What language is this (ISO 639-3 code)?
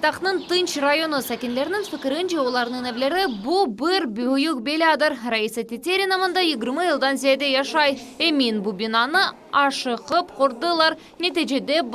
crh